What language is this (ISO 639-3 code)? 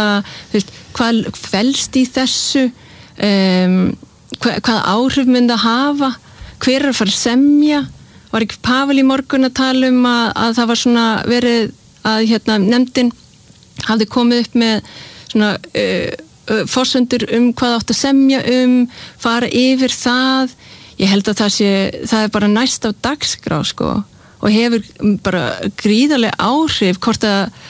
isl